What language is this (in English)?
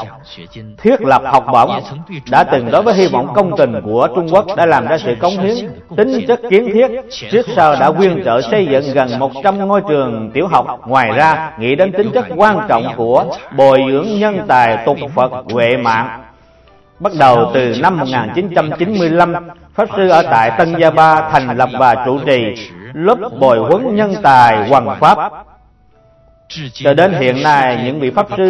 Vietnamese